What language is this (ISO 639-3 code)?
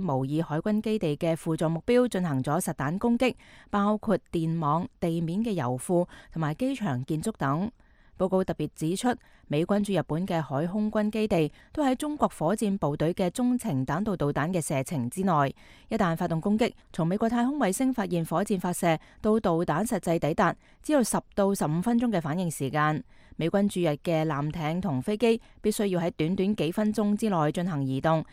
yue